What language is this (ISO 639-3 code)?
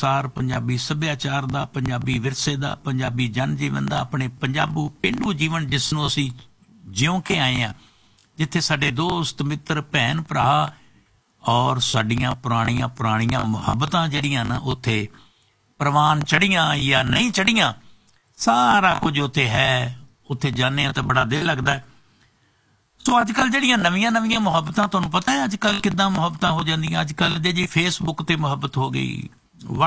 pan